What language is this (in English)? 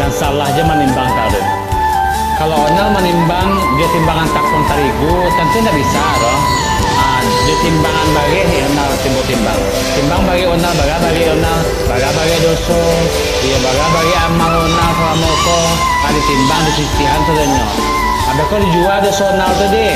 Minangkabau